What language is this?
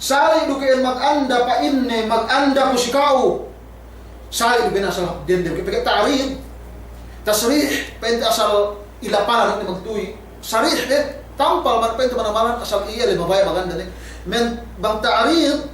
Yakan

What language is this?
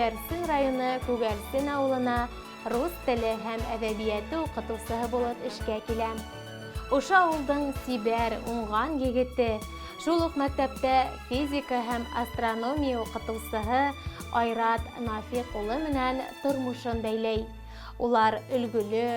Bashkir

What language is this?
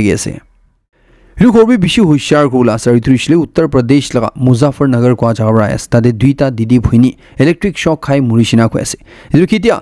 Naga Pidgin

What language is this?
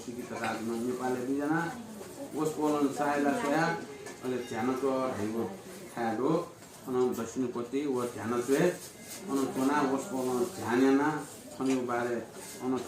Newari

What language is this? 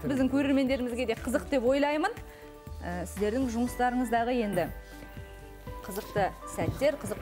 Kazakh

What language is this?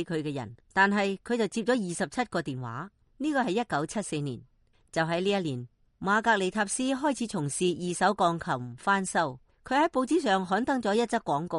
Cantonese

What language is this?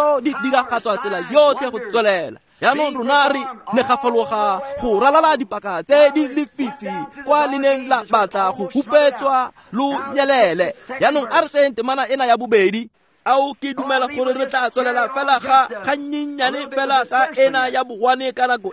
Tswana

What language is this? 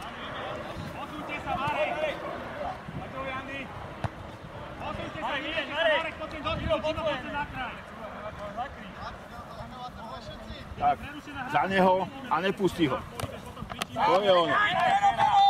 Slovak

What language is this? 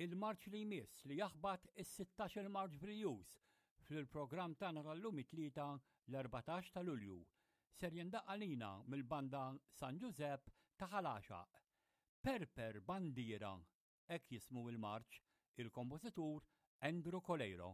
Maltese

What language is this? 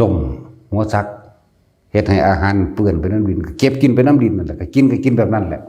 Northeastern Thai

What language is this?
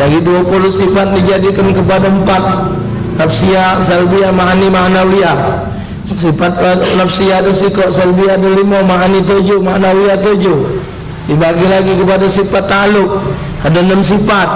Musi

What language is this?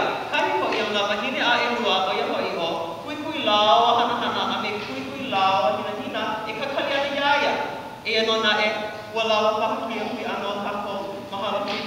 Hawaiian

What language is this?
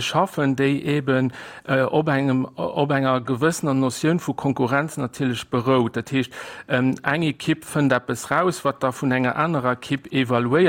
Luxembourgish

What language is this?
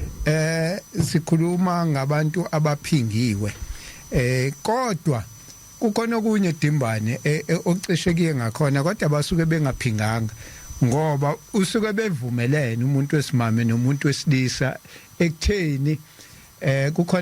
Zulu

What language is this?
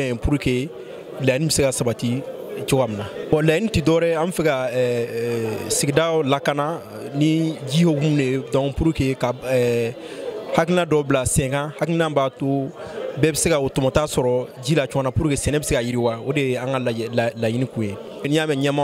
Bambara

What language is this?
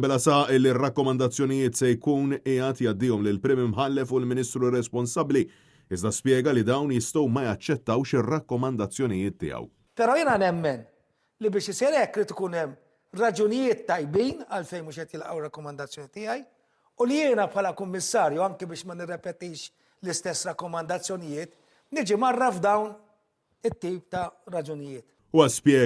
Maltese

